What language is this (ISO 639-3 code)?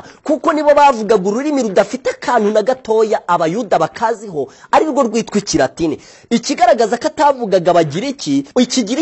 kin